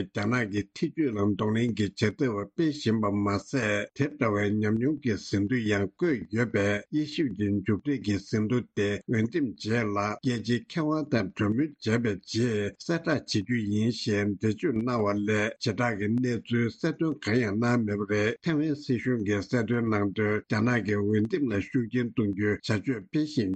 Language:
Tibetan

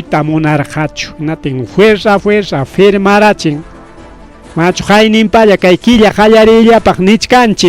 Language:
Ayacucho Quechua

